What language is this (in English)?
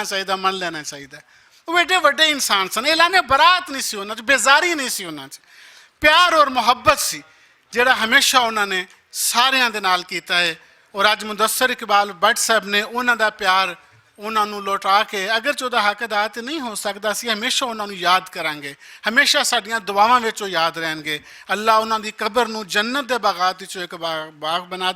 Western Panjabi